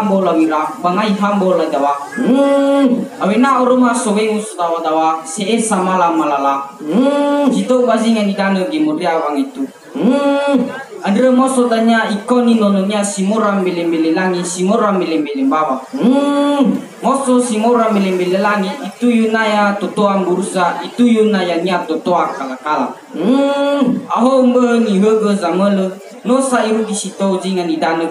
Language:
Nias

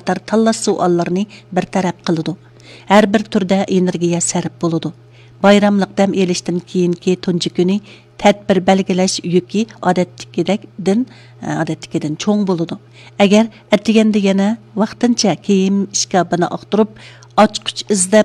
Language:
Uyghur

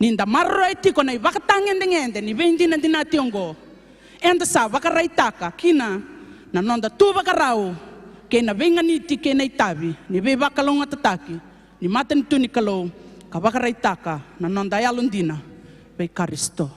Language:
Fijian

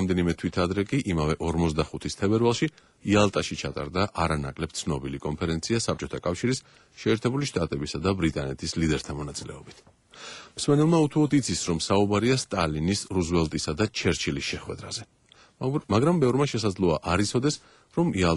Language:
Georgian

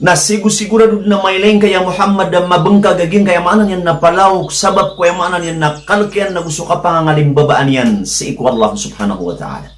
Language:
Maranao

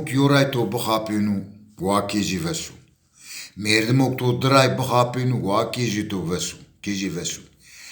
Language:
Zaza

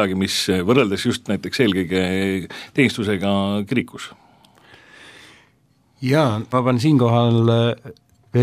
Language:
Estonian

